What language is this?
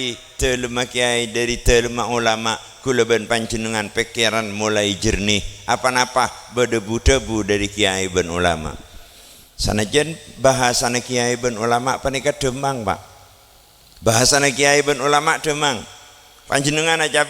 Madurese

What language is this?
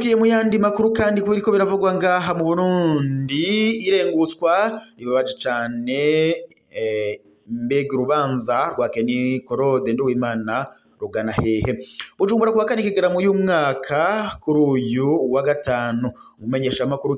Rundi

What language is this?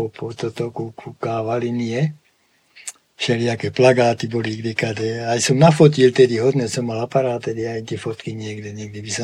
Slovak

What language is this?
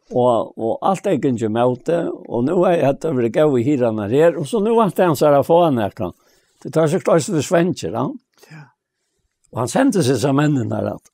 Faroese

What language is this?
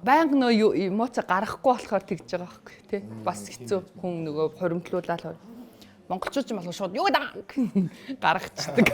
Mongolian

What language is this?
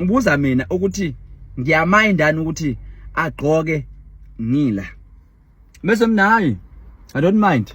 Zulu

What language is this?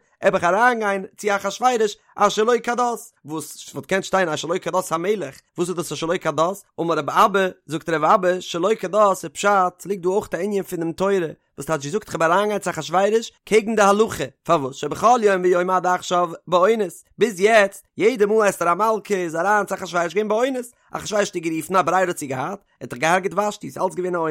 Yiddish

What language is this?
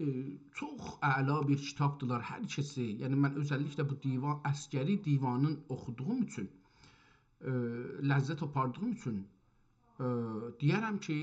South Azerbaijani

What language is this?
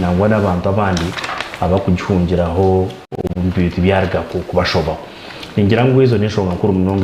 Nyankole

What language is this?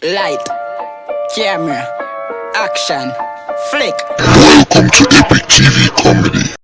Jamaican Creole English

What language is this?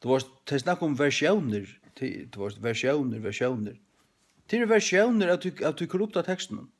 Faroese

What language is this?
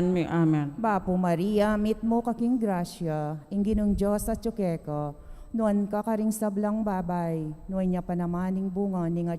Pampanga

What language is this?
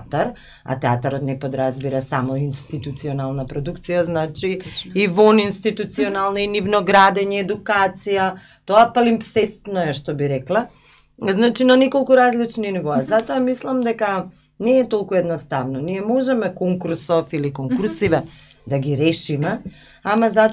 Macedonian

